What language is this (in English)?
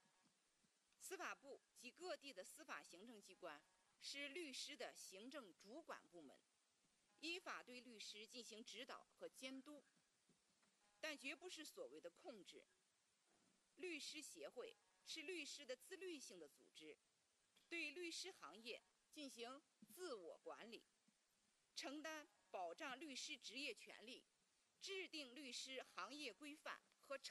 Chinese